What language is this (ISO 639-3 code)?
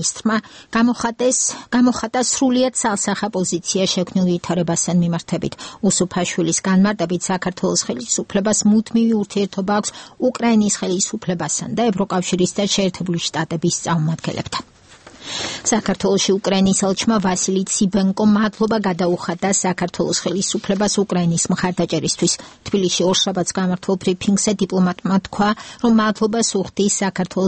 kat